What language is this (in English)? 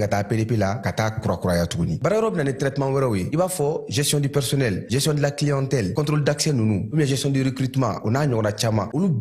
Bambara